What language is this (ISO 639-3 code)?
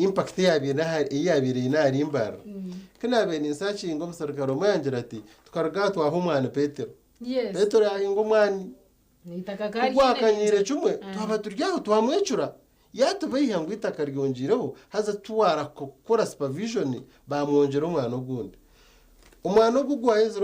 nyn